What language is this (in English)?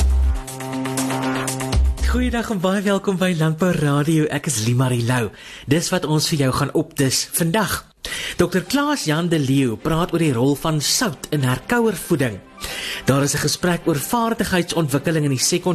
Afrikaans